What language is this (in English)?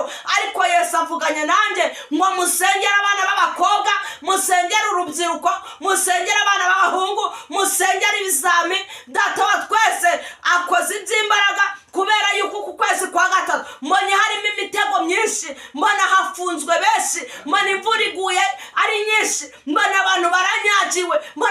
Kinyarwanda